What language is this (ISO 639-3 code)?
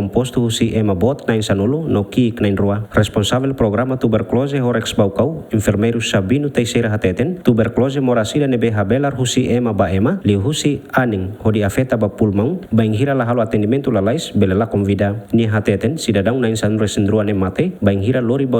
tet